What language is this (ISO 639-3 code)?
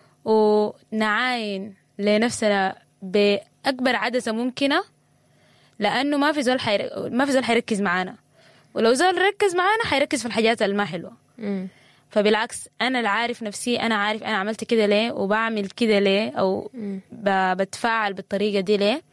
apd